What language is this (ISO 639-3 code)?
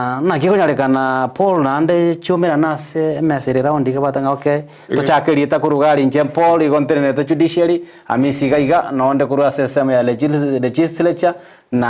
guz